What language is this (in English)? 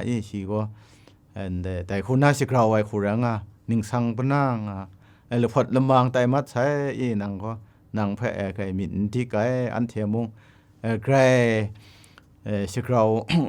Kachin